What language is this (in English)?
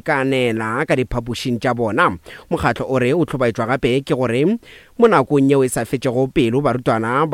Northern Sotho